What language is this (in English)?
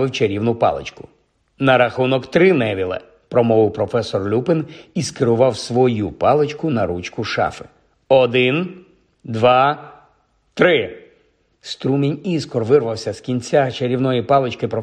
Ukrainian